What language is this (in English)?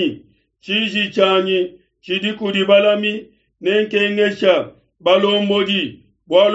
Luba-Lulua